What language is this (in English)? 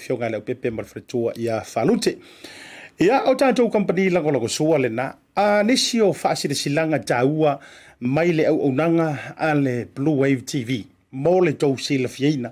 Samoan